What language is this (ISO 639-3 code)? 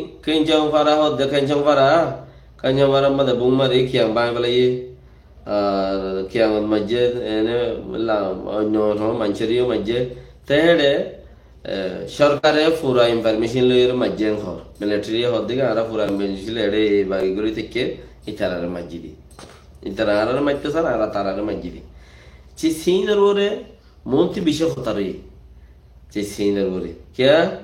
rhg